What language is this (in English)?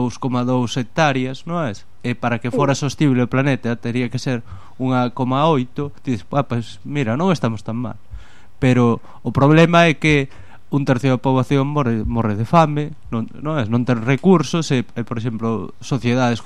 Galician